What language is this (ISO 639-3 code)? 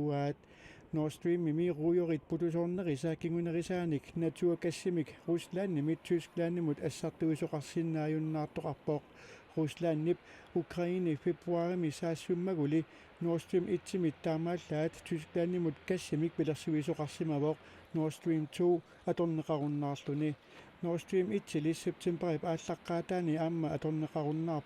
kal